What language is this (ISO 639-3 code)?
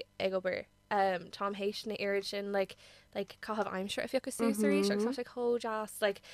gle